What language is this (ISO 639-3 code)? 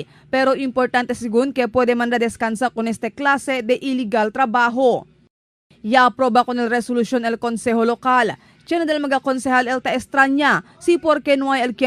cbk